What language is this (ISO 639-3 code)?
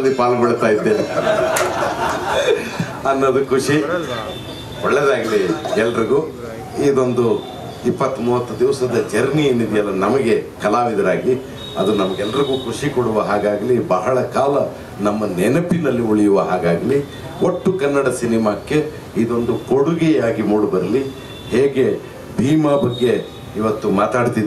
kan